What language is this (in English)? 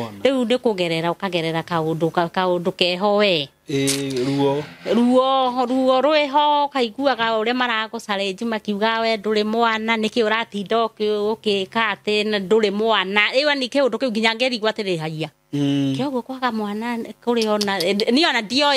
Kikuyu